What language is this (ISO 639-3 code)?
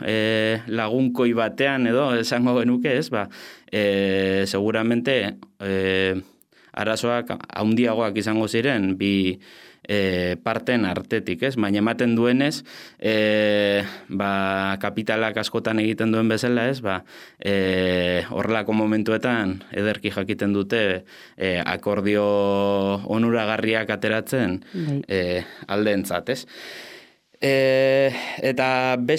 eus